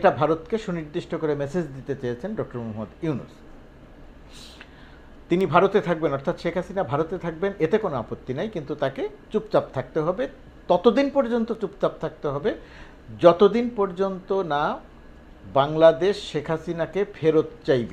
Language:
Bangla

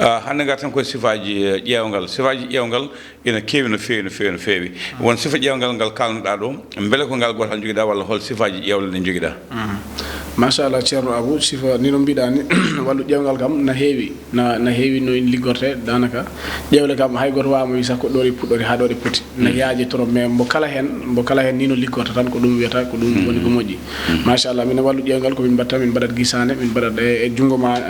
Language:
Fula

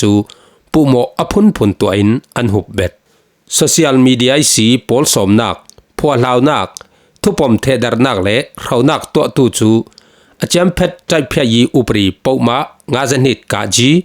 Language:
Falam Chin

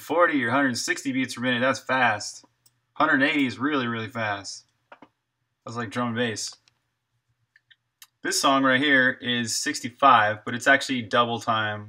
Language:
English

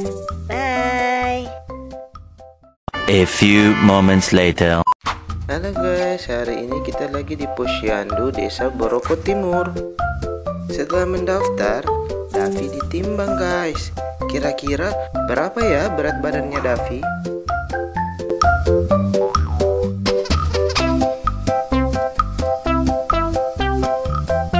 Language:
Indonesian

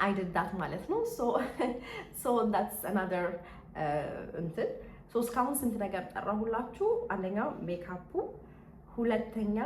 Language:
Amharic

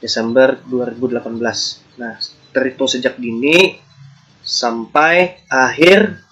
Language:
Banjar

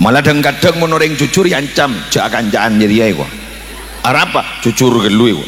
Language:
Madurese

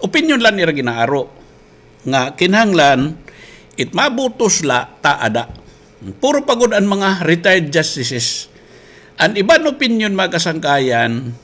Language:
Waray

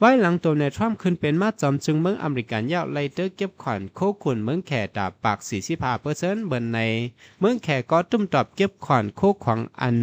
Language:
Shan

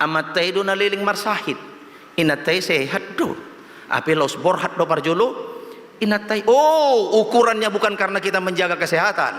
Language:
Batak Toba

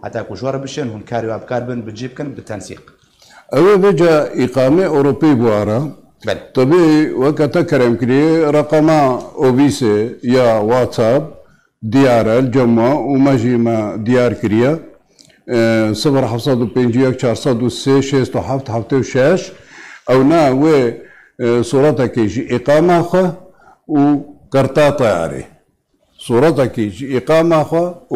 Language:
Kurdish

